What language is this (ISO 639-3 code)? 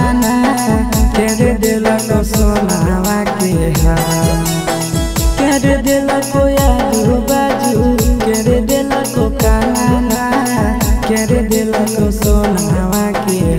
bho